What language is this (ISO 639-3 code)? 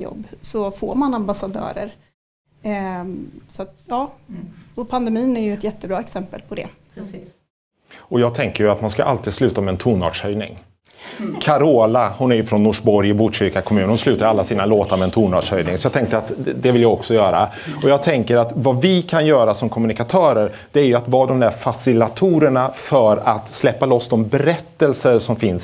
swe